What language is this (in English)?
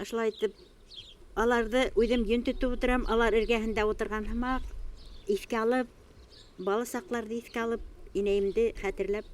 Bashkir